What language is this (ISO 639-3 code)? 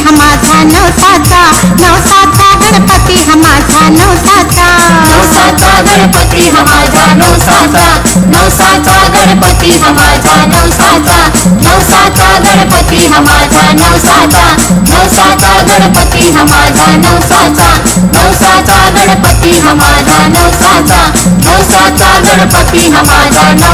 mar